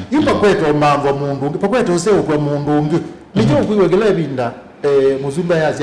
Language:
Kamba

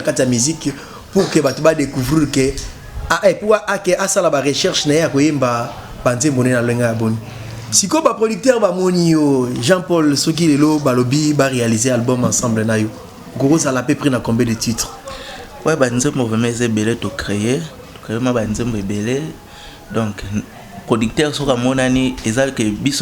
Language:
Lingala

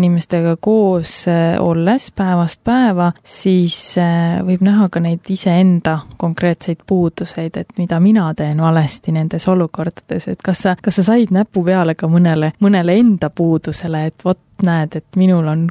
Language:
Estonian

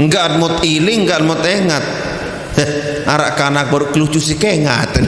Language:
Sasak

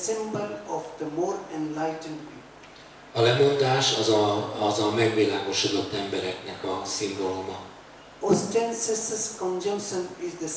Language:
Hungarian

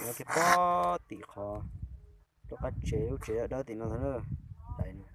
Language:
Hmong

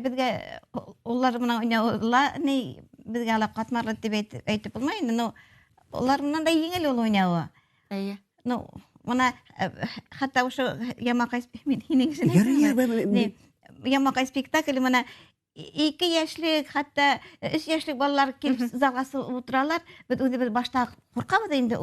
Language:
Bashkir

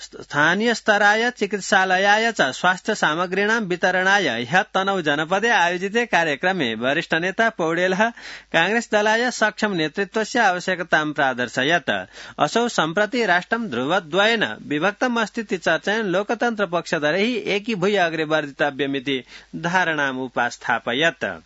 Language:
Sanskrit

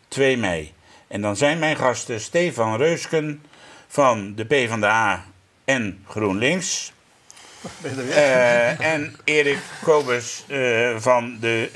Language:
Dutch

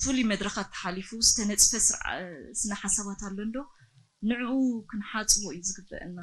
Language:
Tigrinya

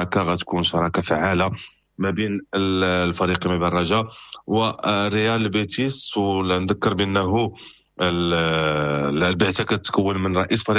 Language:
Moroccan Arabic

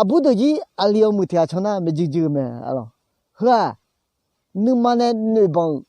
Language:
Akha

